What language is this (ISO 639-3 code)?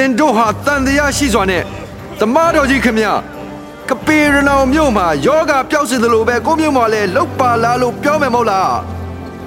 mya